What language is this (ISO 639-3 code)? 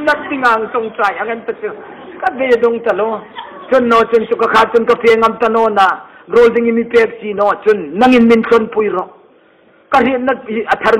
hmr